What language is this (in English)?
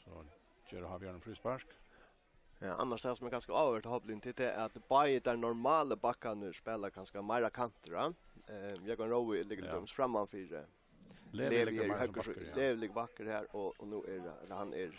Faroese